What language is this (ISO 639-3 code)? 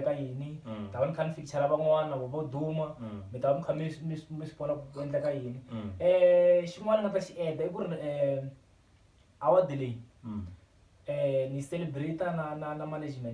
tso